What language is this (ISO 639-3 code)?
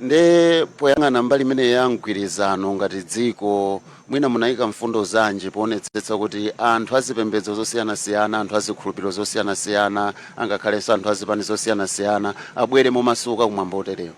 nya